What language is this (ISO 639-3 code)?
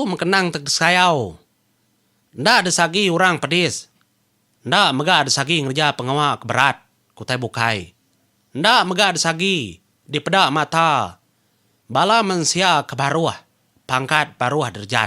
iba